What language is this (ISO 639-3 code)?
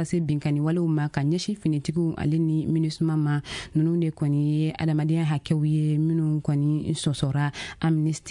bam